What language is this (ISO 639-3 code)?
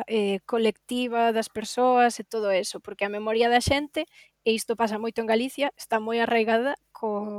glg